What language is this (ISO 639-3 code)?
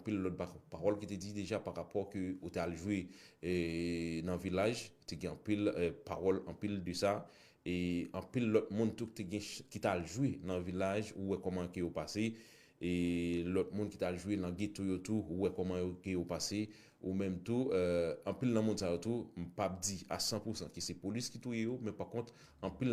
hat